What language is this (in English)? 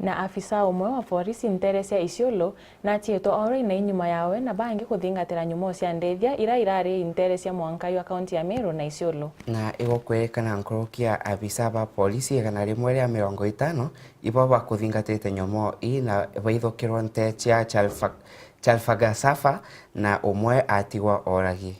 Meru